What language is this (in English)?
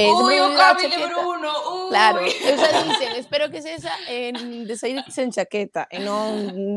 Galician